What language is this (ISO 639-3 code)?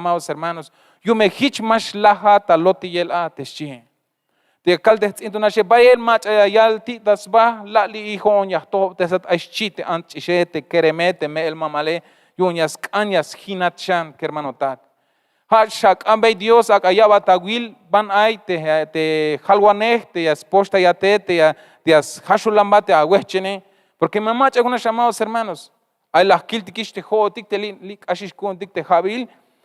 tzh